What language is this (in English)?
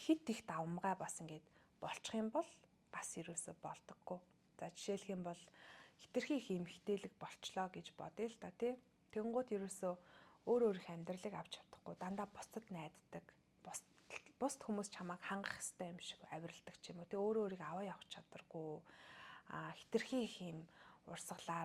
Mongolian